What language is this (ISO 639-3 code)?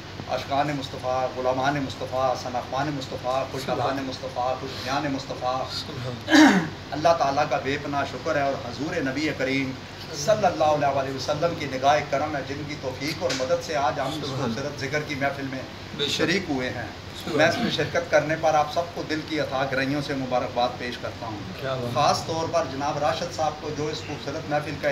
urd